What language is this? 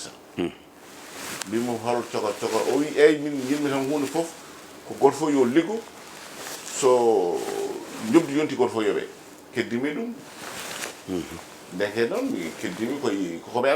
Fula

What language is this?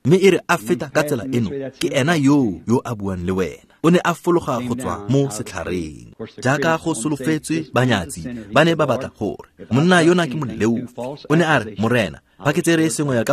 Tswana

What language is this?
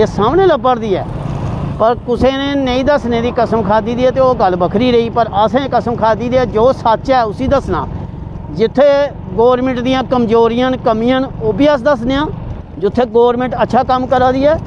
Dogri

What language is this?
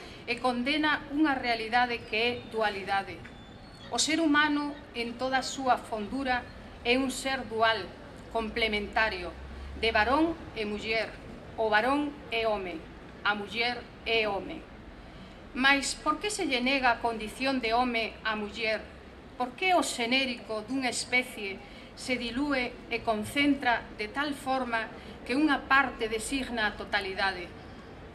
Galician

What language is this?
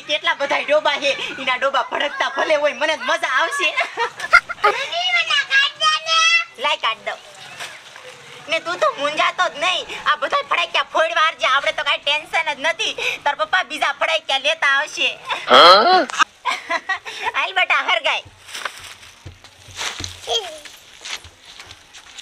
Gujarati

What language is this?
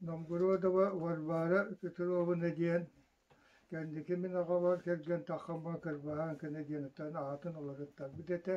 Yakut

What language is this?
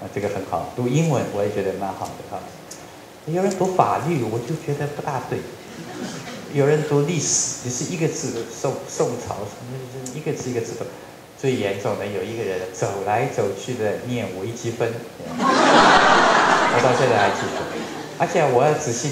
Chinese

